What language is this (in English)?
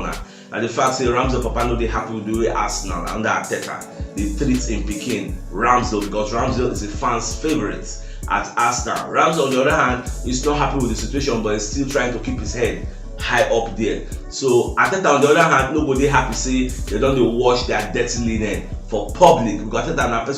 Nigerian Pidgin